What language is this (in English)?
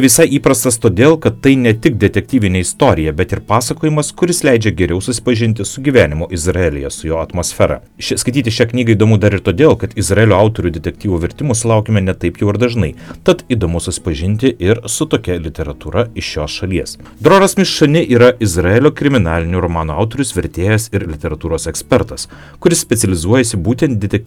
Lithuanian